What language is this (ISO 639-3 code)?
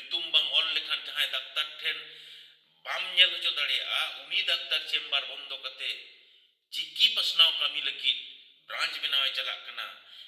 sat